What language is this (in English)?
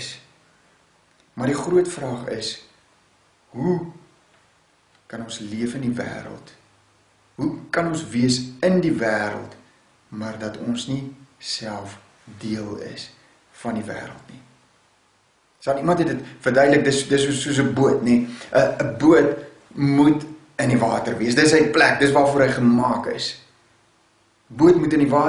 Afrikaans